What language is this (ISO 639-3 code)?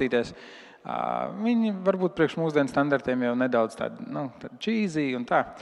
lav